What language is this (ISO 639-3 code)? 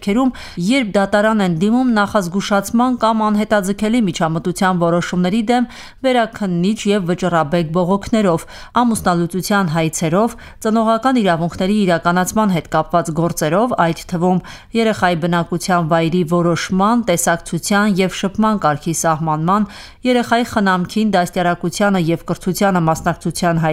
hye